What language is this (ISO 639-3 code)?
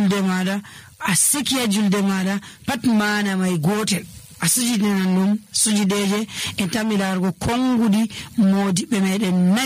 fuv